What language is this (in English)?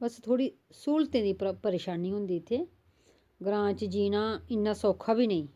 Dogri